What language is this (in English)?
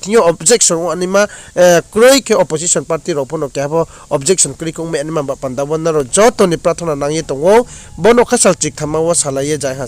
Riang (India)